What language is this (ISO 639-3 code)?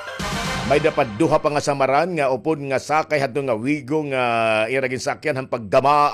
war